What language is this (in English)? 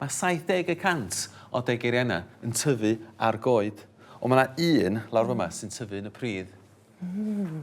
Welsh